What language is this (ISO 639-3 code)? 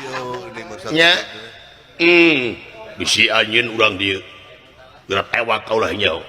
sun